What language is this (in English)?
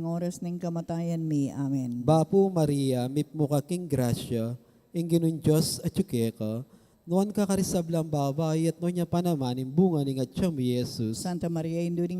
Pampanga